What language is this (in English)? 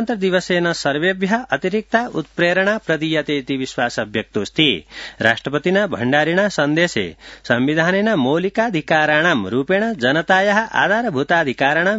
Sanskrit